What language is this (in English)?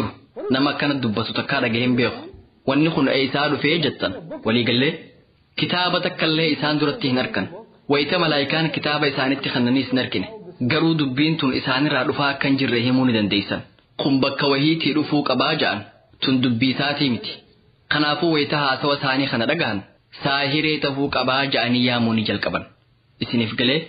Oromo